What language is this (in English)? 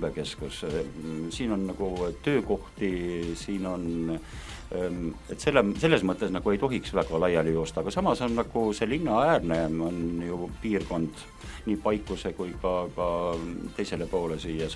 Estonian